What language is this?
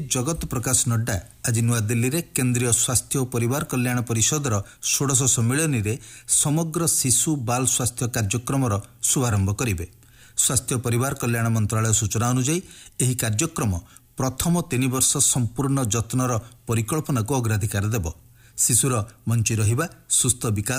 Odia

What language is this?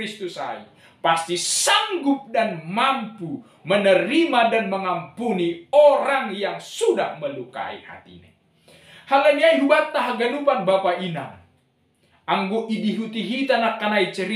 Batak Simalungun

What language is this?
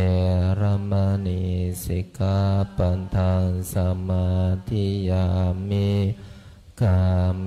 Pali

